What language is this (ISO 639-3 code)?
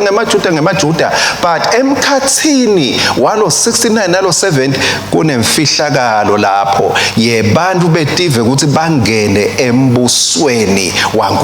ssw